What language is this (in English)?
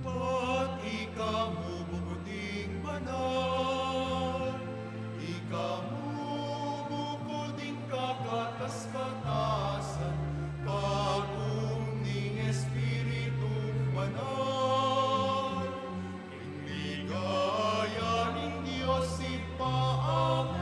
Pampanga